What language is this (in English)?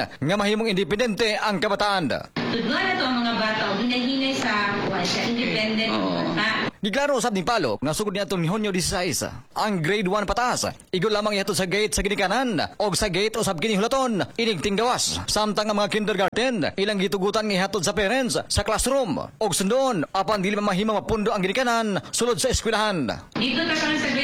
Cebuano